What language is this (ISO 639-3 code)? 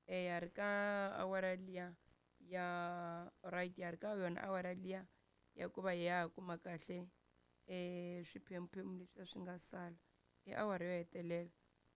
tso